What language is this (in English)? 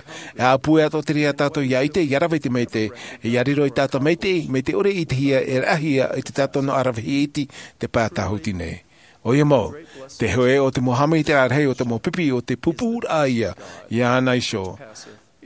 Tahitian